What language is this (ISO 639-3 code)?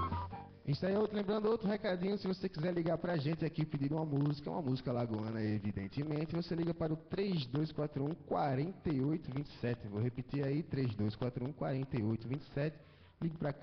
por